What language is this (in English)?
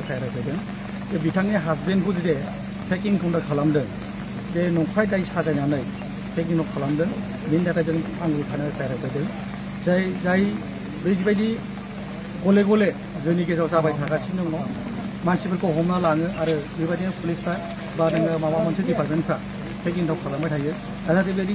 Bodo